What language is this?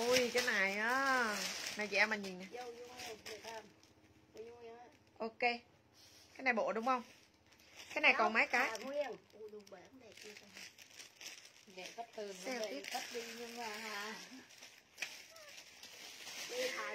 Vietnamese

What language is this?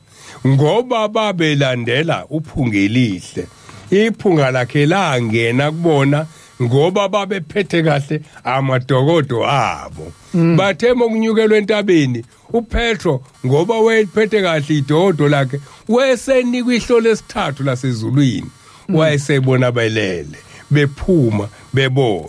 Zulu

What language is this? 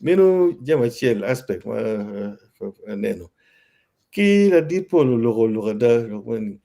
Acoli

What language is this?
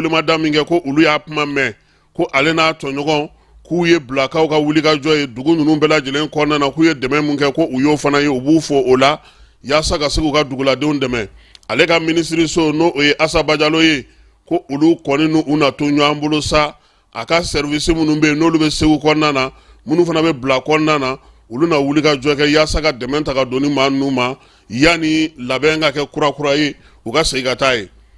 Bambara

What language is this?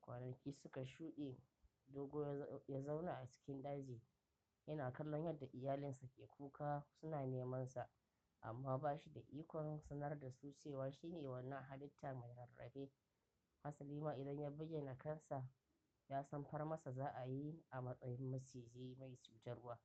Hausa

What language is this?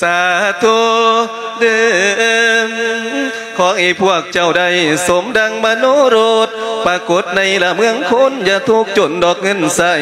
Lao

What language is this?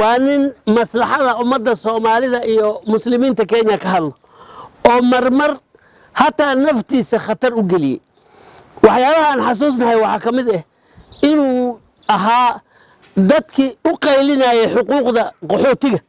Somali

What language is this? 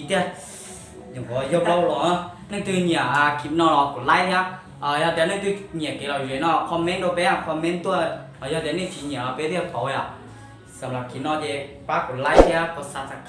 Hmong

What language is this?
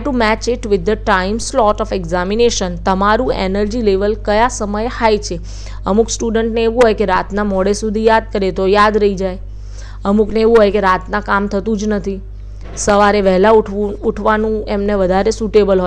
Gujarati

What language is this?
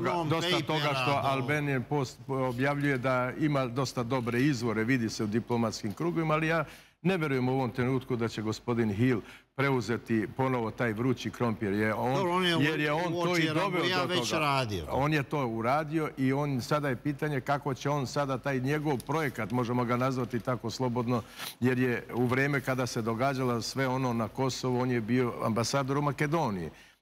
Serbian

